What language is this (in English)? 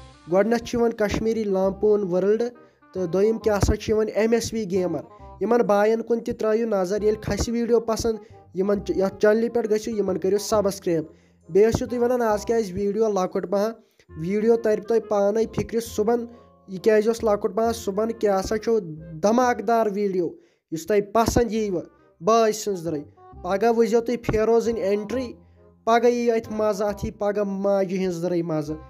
Kashmiri